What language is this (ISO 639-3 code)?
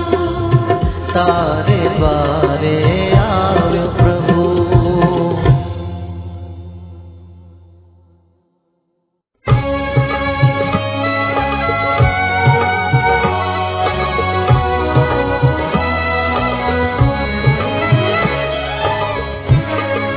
guj